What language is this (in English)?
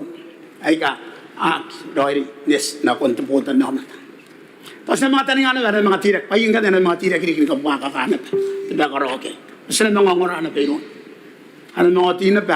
Gilbertese